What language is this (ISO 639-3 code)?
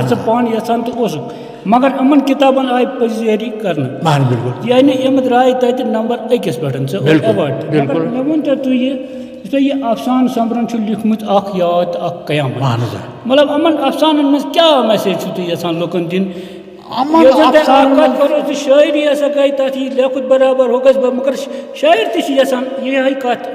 kas